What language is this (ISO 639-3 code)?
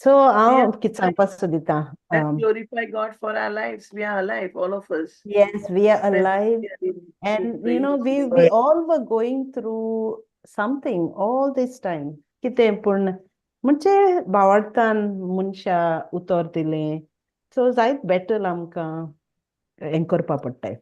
kok